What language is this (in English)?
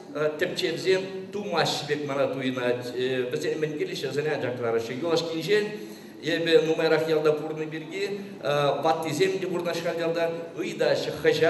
Chuvash